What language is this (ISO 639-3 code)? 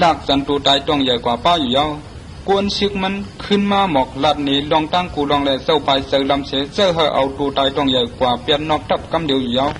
shn